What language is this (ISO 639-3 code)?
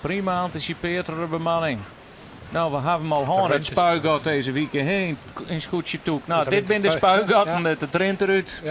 fry